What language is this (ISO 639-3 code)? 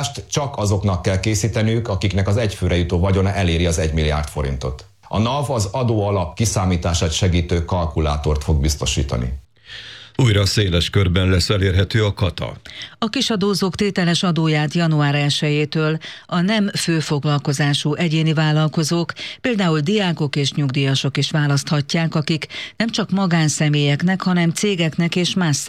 hun